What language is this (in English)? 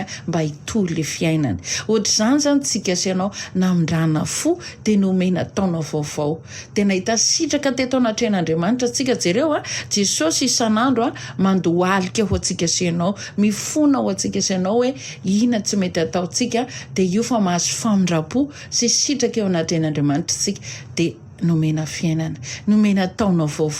Malagasy